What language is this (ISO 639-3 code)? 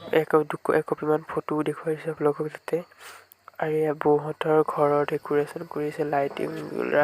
asm